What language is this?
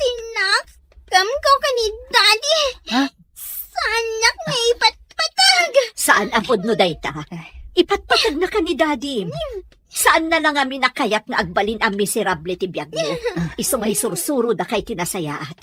Iloko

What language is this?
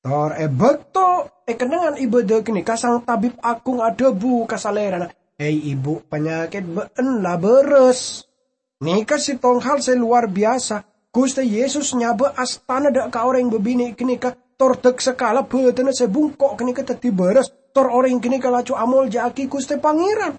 Madurese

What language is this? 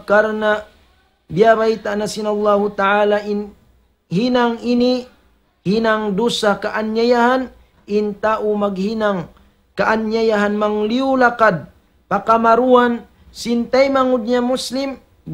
Tausug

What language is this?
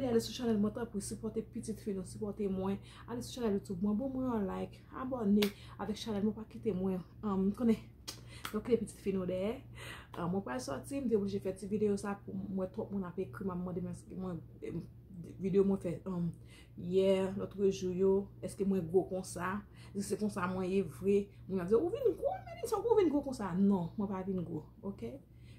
Haitian Creole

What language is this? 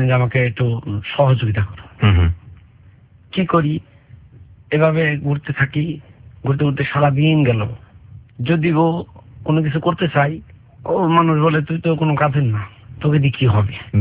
Bangla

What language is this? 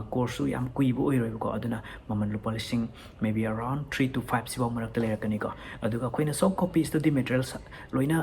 Manipuri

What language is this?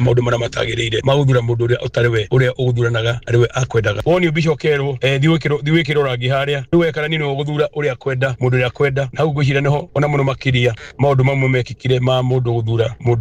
Kikuyu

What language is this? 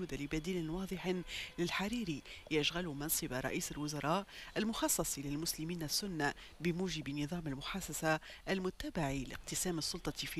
Arabic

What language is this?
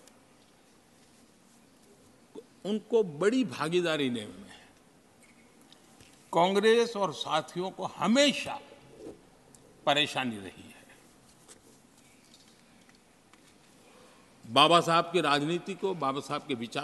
Hindi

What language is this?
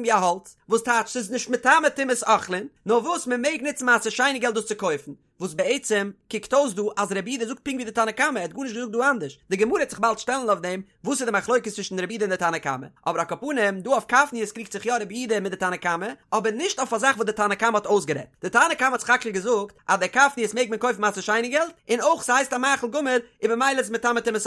Yiddish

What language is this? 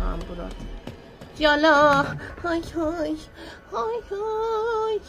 South Azerbaijani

